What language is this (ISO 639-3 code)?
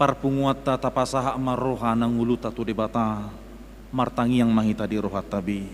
bbc